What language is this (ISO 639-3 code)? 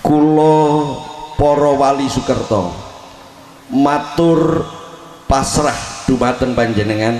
jav